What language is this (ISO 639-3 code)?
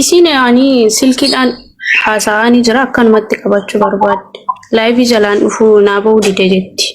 orm